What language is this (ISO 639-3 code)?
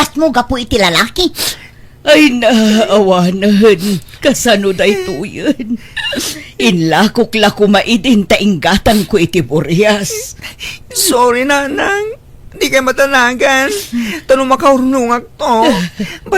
ilo